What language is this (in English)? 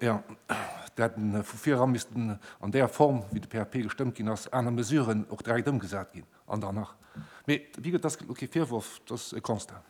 Luxembourgish